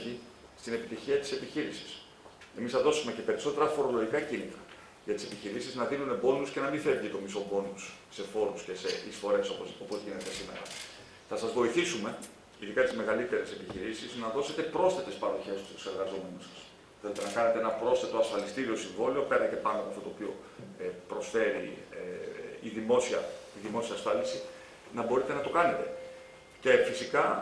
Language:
Greek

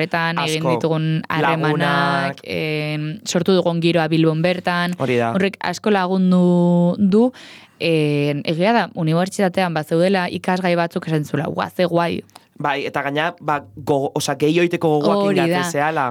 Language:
Basque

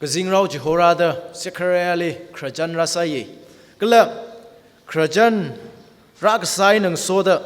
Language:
Tangkhul Naga (India)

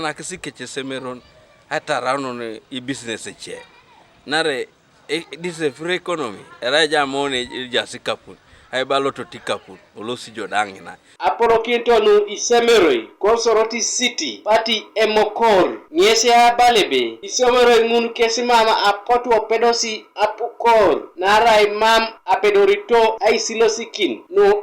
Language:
Teso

